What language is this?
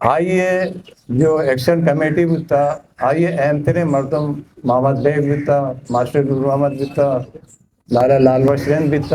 Eastern Balochi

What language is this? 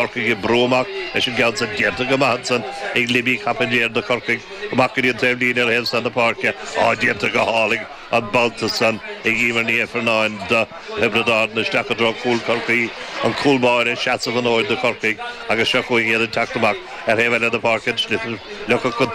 Irish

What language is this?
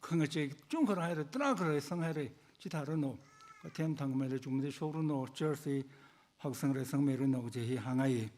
Tangkhul Naga (India)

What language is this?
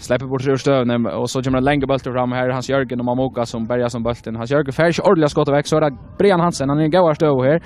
Faroese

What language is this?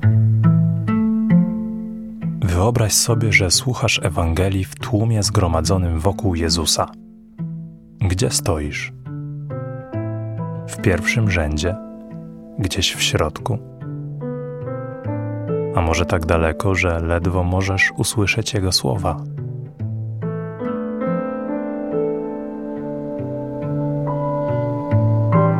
Polish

